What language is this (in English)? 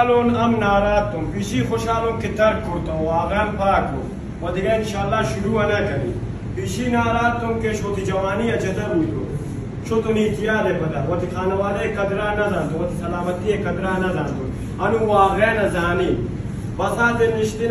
Baluchi